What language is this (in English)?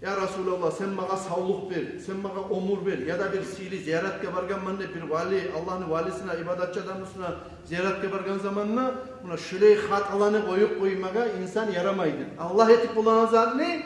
Kumyk